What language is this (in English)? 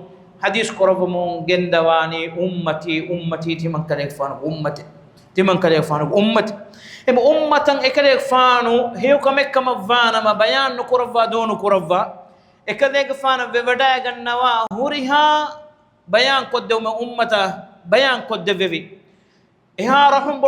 Divehi